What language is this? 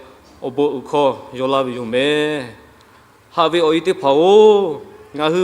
Lahu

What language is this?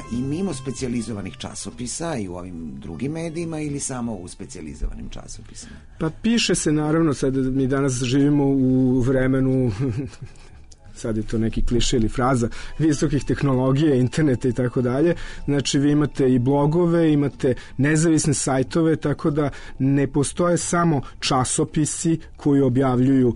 Serbian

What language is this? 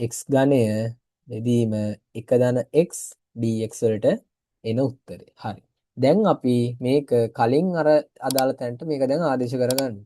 Sinhala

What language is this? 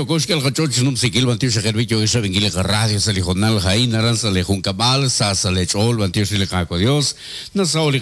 Kekchí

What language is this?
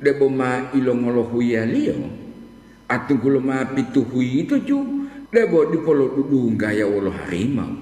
Gorontalo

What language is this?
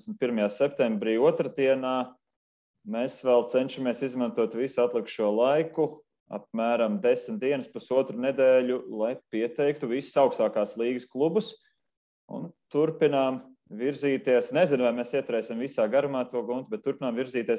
Latvian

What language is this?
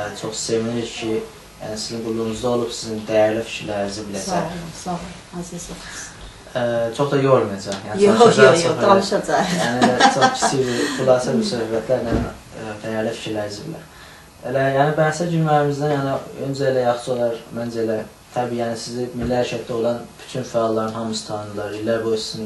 South Azerbaijani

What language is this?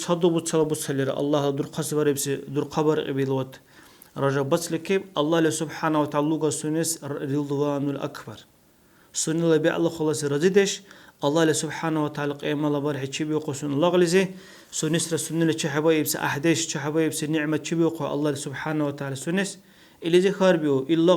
Dargwa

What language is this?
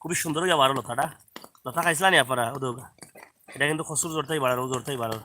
Sylheti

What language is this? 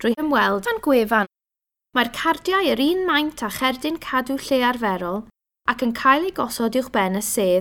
Welsh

